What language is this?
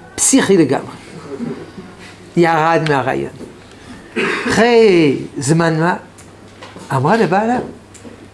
Hebrew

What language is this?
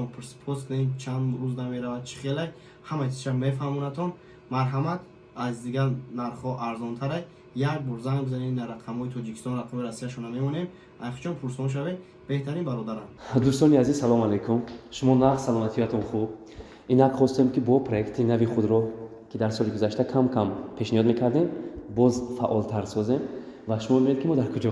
Tajik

